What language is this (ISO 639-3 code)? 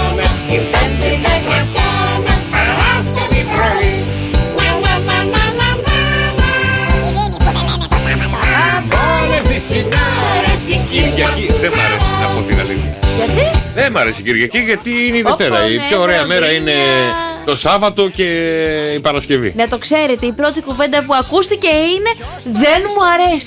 ell